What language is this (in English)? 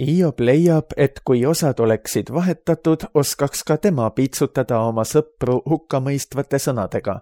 Estonian